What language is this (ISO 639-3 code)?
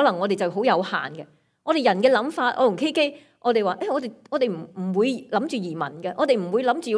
yue